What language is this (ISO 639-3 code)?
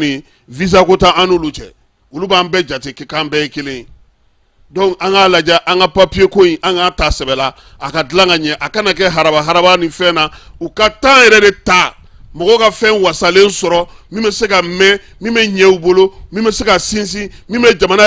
bam